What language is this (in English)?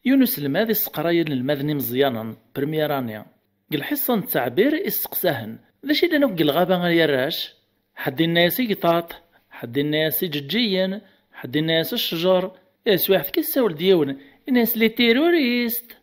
Kabyle